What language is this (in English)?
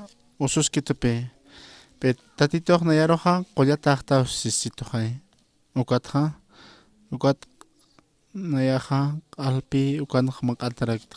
Aymara